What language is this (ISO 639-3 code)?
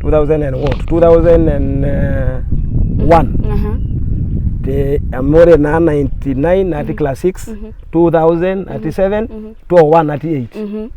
mas